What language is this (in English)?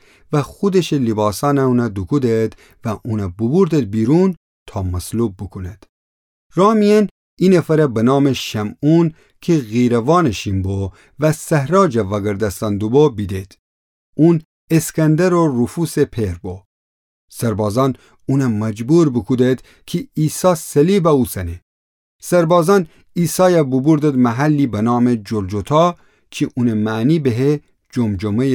Gilaki